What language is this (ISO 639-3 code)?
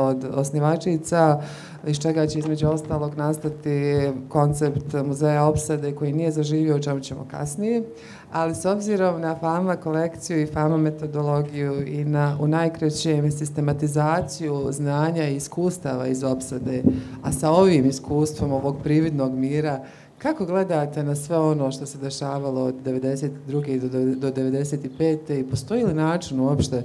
bos